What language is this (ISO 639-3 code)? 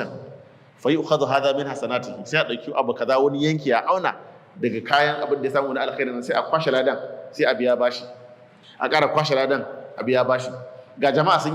hau